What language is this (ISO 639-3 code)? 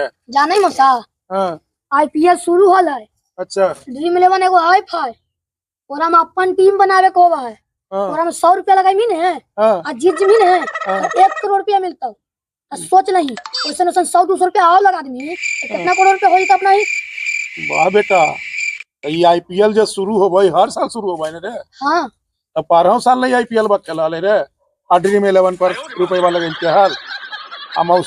mag